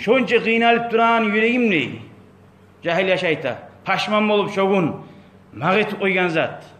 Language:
Kumyk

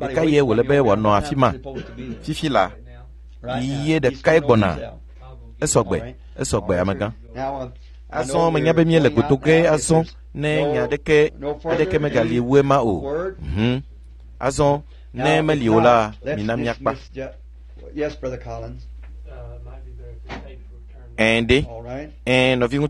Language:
Ewe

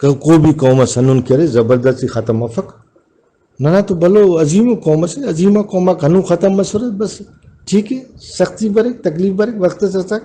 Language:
Brahui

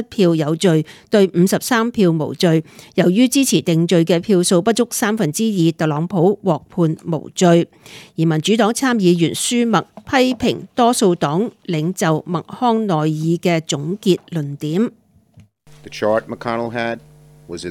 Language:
Cantonese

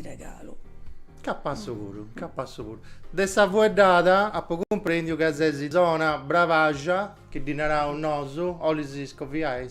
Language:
Sardinian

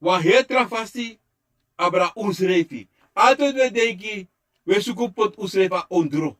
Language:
Sranan Tongo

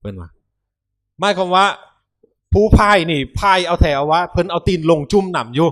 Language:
Lao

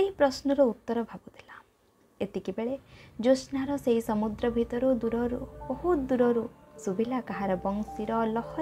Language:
Odia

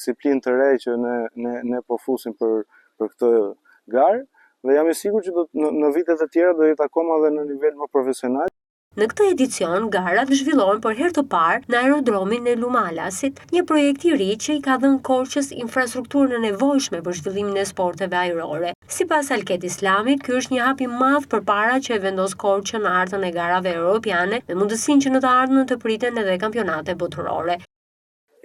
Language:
Albanian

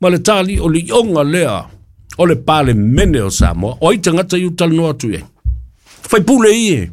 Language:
Samoan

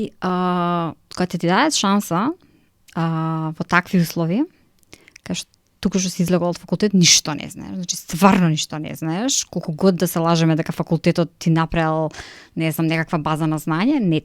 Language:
Macedonian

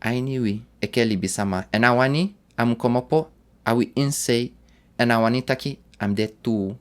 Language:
Sranan Tongo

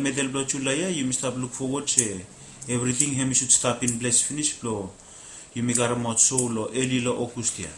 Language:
Bislama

